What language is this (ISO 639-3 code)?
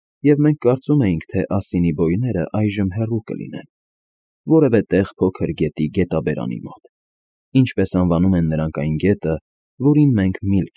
hye